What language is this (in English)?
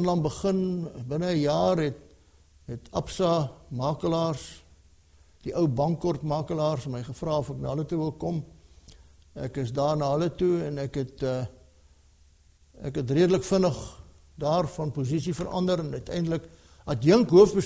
Afrikaans